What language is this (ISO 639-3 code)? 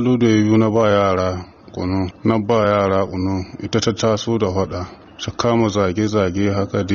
hau